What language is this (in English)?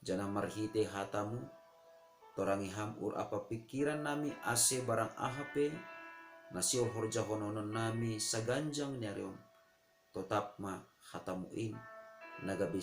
Batak Simalungun